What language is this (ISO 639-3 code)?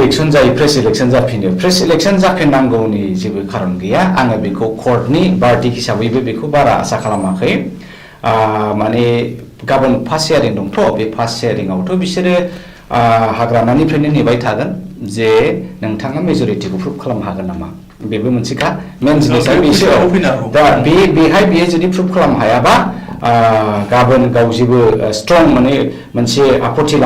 brx